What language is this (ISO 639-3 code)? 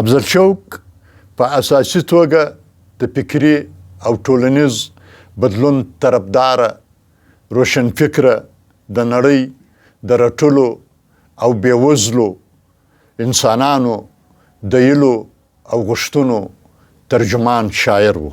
pus